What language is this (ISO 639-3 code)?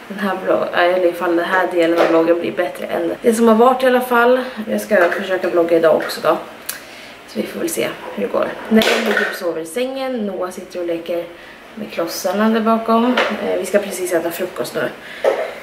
swe